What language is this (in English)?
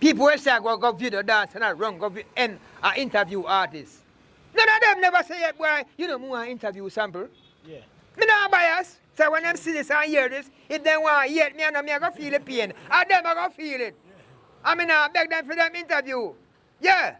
Jamaican Creole English